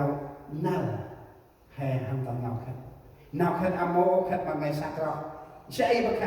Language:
Central Mnong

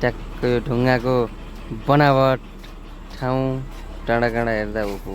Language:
Nepali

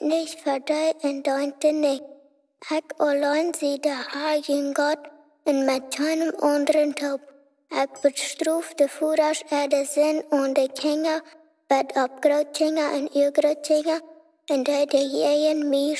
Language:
Plautdietsch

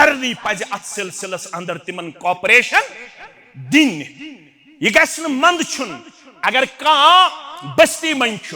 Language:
Kashmiri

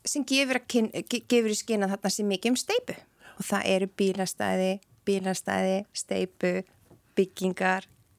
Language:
Icelandic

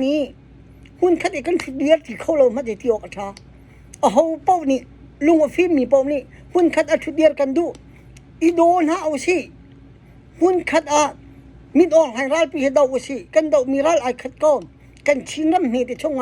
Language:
Hakha Chin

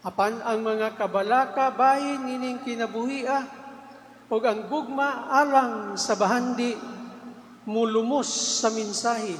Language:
Cebuano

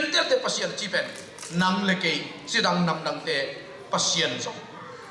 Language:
Tedim Chin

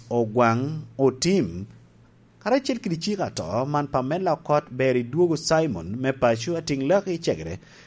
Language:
Lango (Uganda)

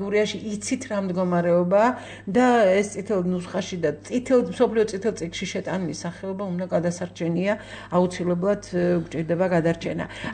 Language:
Georgian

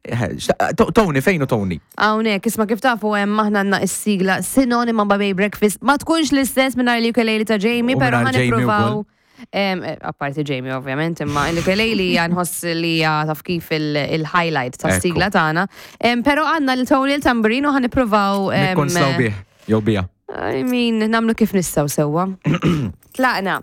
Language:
Maltese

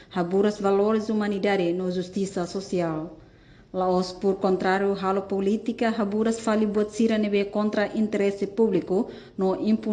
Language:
Tetum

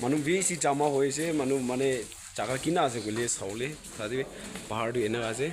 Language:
Naga Pidgin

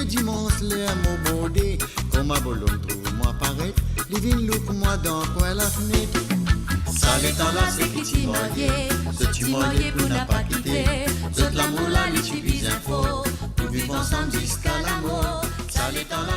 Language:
Morisyen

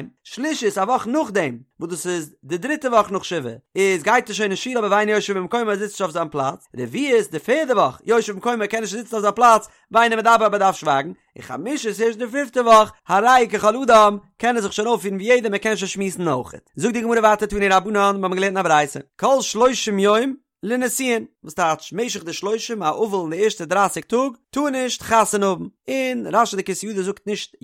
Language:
Yiddish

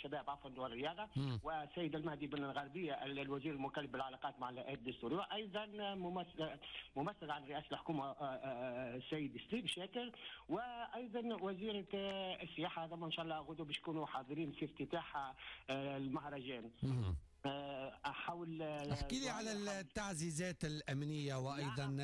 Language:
Tunisian Arabic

